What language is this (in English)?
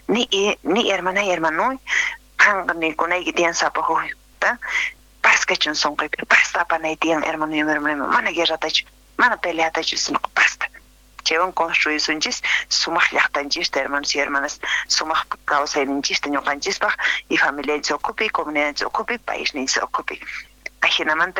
Quechua